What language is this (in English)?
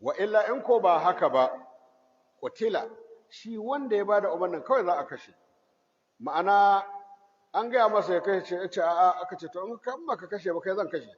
Hausa